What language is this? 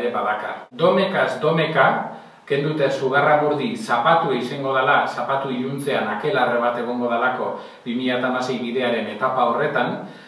Basque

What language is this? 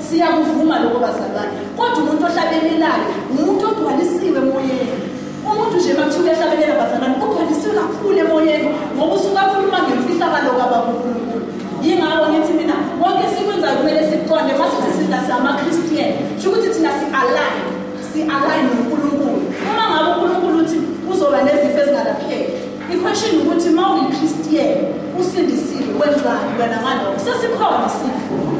Zulu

